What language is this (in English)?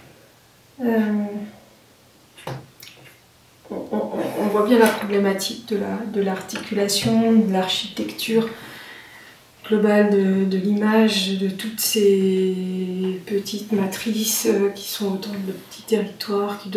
French